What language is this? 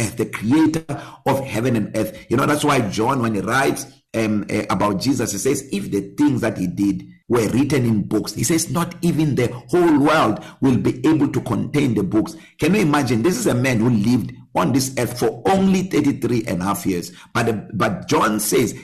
English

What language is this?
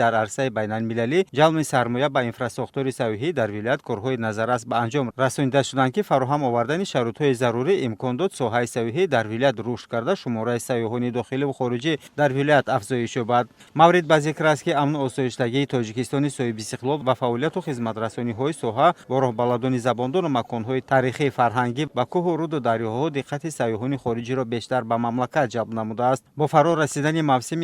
Tajik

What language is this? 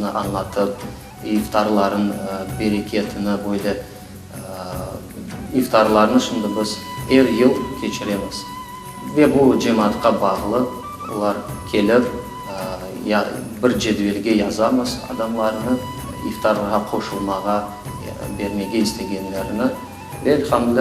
Crimean Tatar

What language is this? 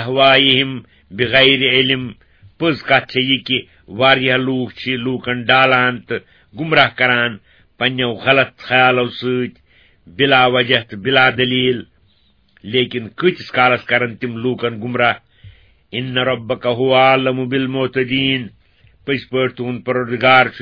Kashmiri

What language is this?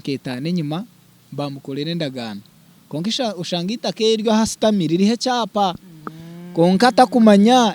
Nyankole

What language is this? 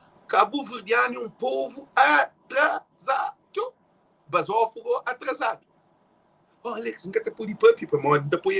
Kabuverdianu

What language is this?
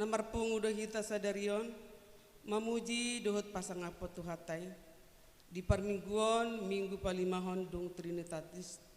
Batak Toba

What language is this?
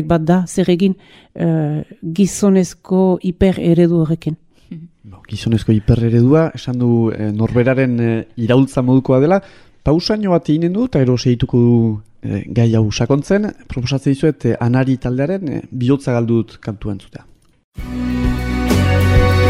Basque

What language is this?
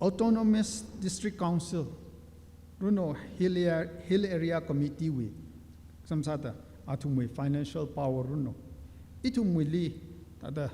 Tangkhul Naga (India)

